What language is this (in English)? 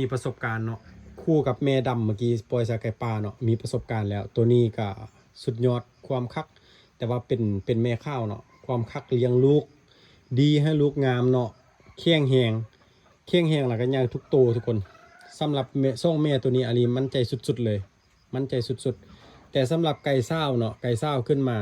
Lao